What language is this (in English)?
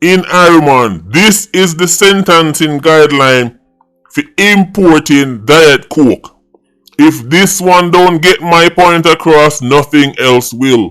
Jamaican Creole English